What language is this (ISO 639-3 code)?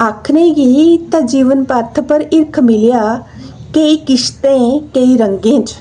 doi